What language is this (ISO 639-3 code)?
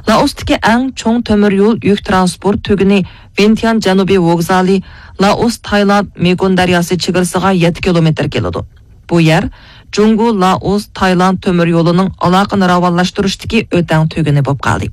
uig